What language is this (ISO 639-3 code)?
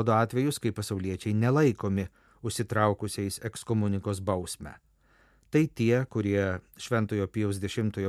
lit